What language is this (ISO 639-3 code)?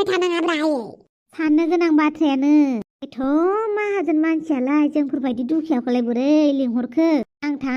brx